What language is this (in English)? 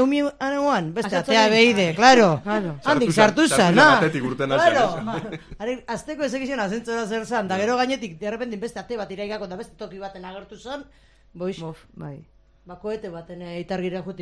Basque